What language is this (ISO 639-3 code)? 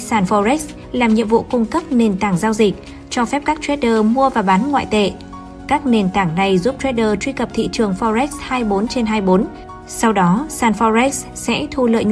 vie